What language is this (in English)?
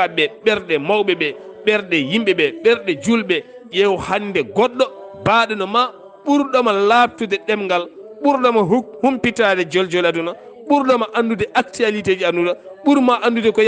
Fula